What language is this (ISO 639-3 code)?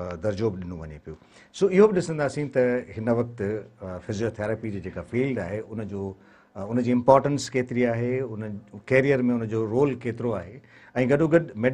snd